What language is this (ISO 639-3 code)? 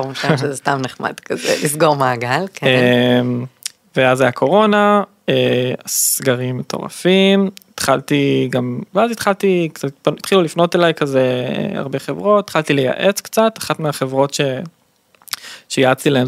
heb